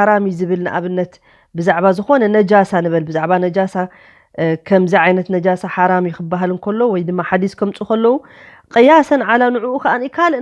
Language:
Tigrinya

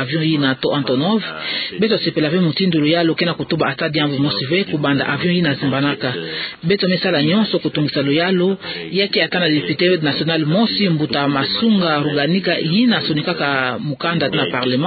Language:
Kituba (Democratic Republic of Congo)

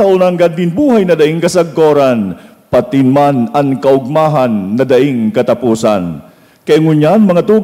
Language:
Bikol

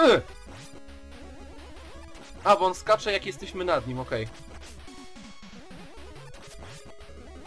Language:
Polish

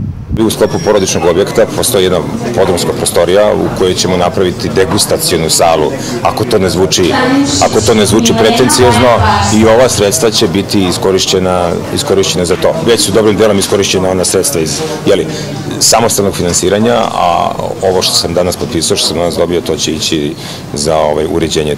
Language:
Serbian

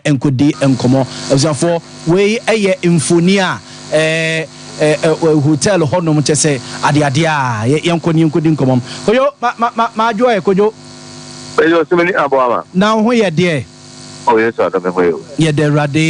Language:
Akan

